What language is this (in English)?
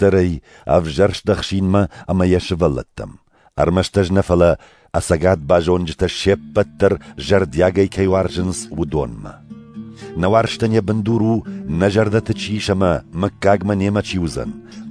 Ossetic